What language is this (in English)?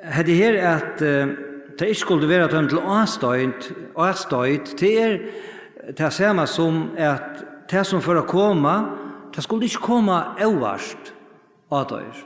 Faroese